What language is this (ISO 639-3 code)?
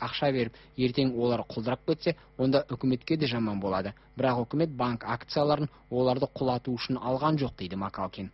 kaz